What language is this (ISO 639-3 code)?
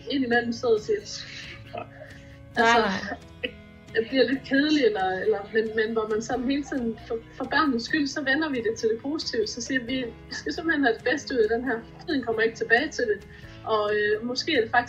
dan